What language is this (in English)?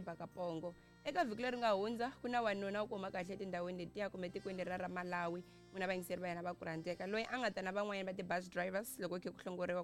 Tsonga